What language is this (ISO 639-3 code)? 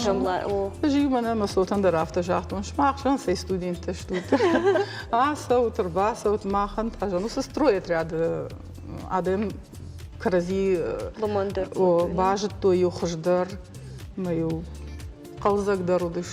oss